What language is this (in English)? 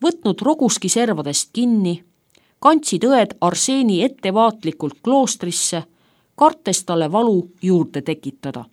Estonian